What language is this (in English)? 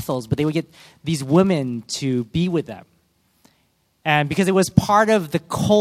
English